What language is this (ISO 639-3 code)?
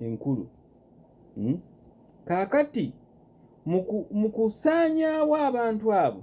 lug